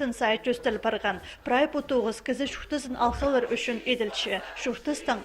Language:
Khakas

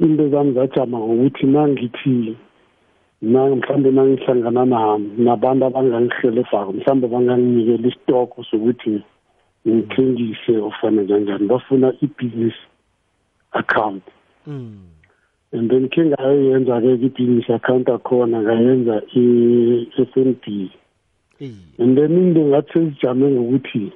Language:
South Ndebele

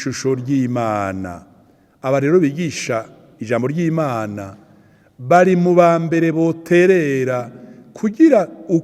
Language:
Rundi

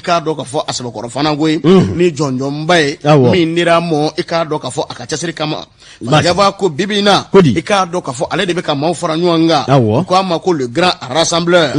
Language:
Bambara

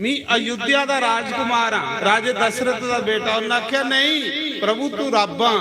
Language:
Dogri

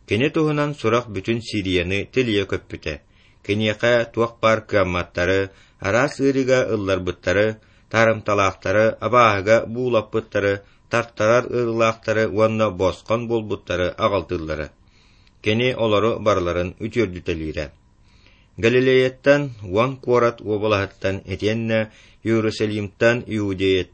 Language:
Yakut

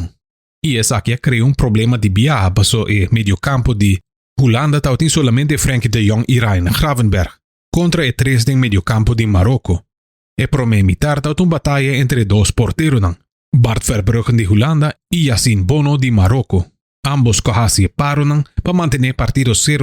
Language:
Papiamento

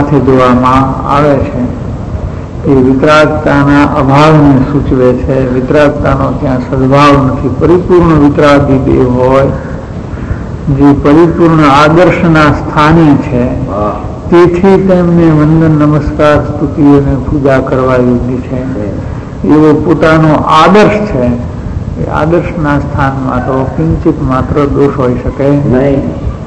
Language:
Gujarati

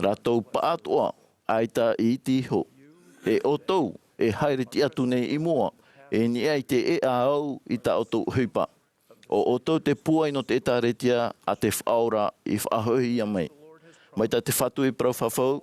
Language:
Tahitian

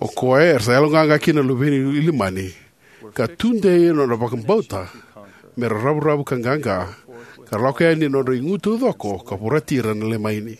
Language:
Fijian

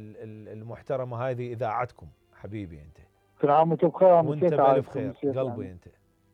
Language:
Mesopotamian Arabic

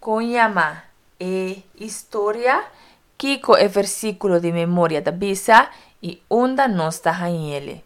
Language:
Papiamento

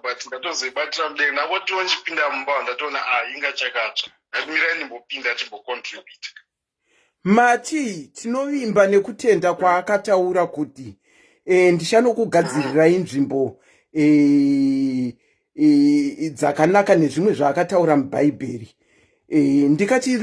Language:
Shona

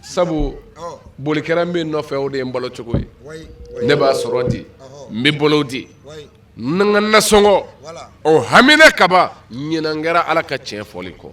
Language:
Bambara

